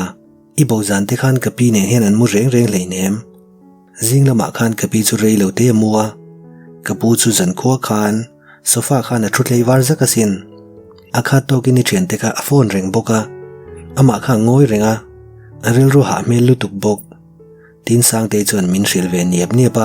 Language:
Mizo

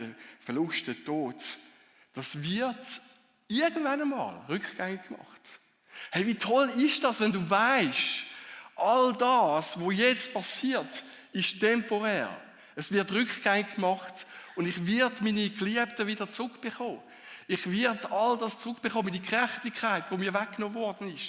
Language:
Swiss German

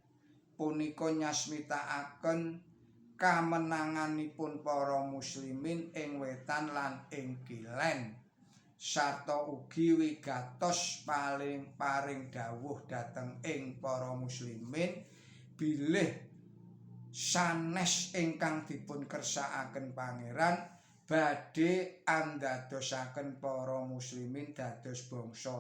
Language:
Javanese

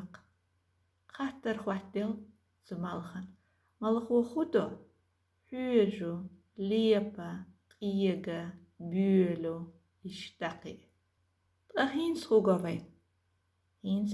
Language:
Chechen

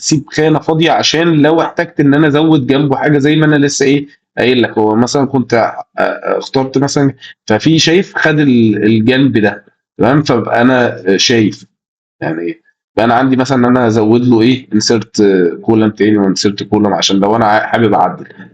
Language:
Egyptian Arabic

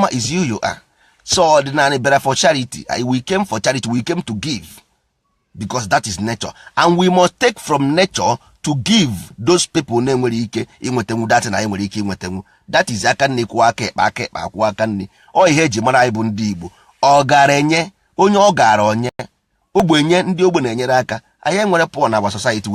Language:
Igbo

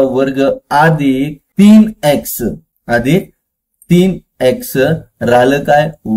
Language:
Marathi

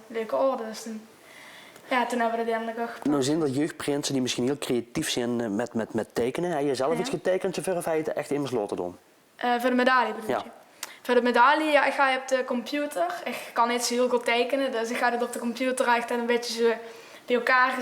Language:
Limburgish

